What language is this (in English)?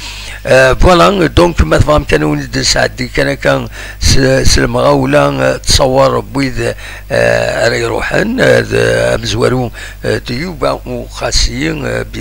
Kabyle